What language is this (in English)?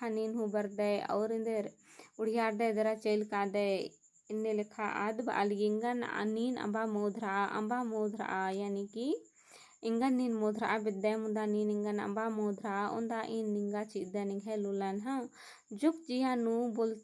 Kurukh